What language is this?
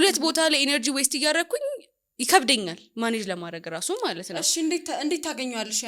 Amharic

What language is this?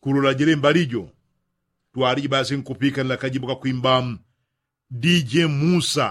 Yao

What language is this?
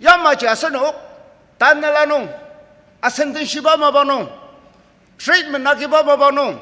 Ao Naga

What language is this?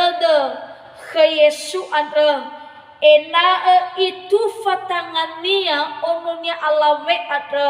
Nias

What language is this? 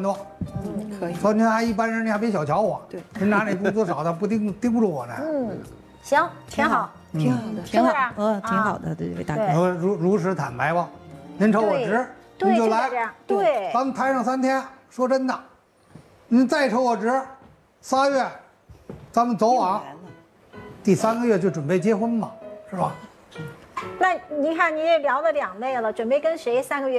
Chinese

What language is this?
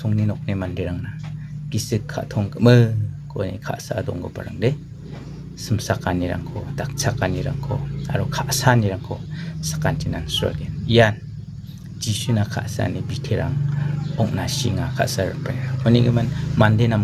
Garo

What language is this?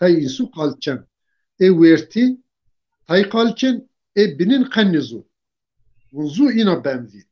Zaza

